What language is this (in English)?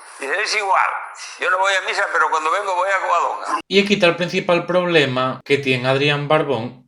Asturian